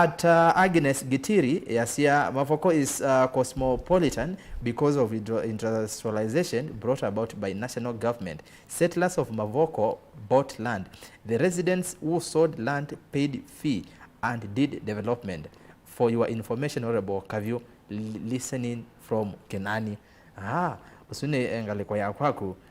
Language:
Kamba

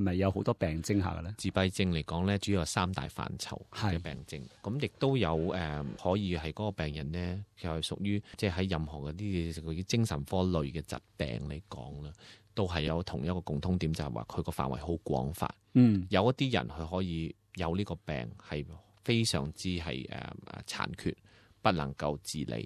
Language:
Cantonese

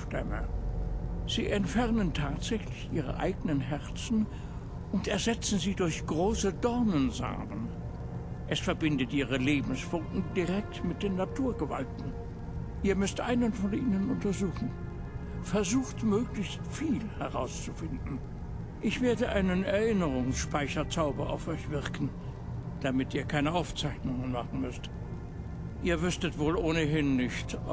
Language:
Bavarian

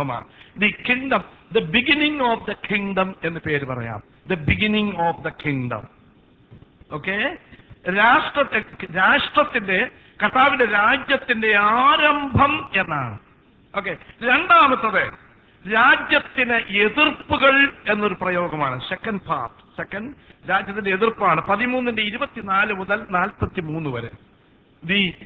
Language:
Malayalam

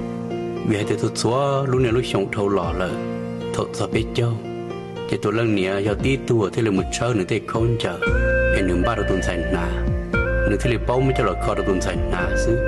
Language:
Hmong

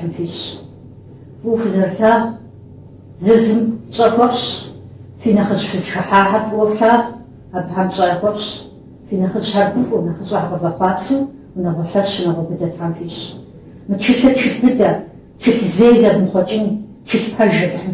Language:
Kabardian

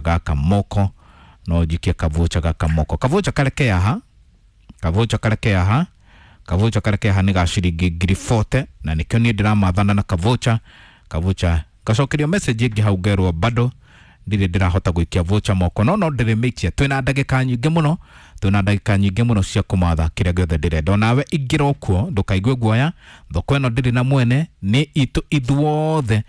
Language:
Kikuyu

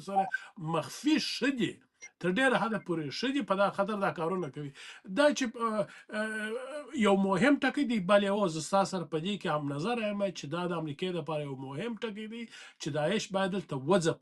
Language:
Pashto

